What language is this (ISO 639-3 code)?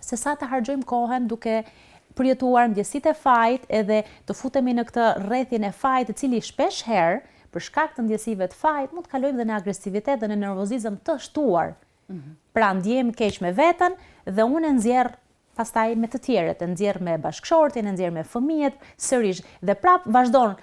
sqi